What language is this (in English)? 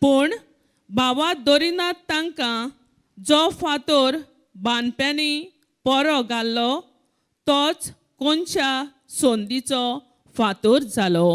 Konkani